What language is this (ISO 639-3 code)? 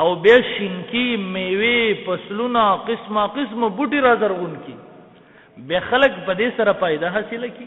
pus